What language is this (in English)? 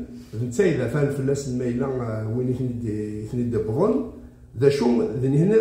Kabyle